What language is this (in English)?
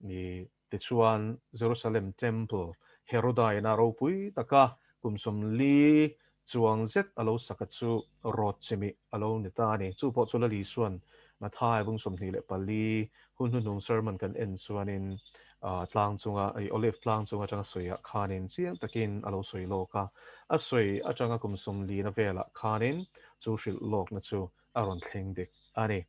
Mizo